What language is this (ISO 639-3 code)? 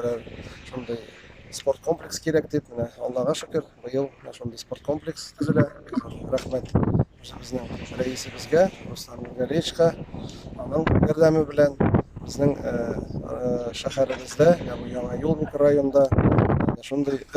tat